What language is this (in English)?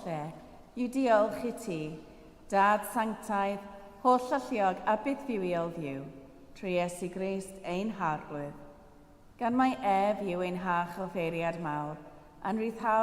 Welsh